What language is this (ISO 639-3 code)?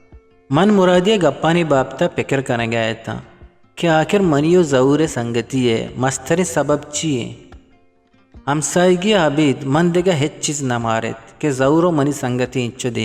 bgp